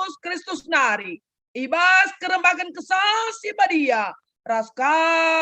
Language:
Batak Karo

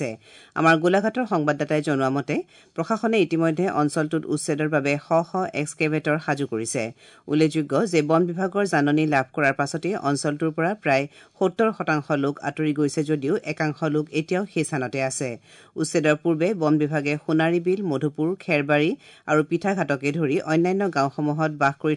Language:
Assamese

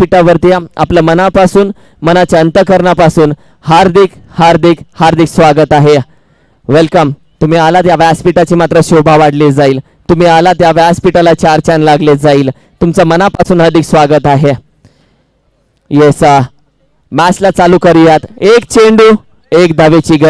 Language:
Marathi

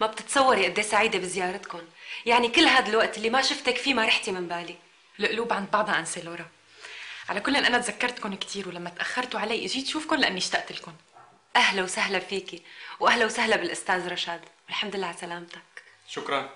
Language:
North Levantine Arabic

